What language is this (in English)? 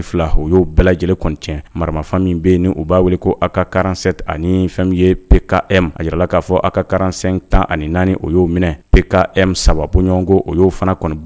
Bambara